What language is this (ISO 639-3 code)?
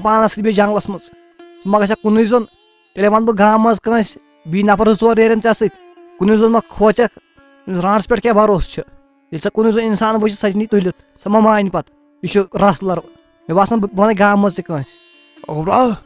kas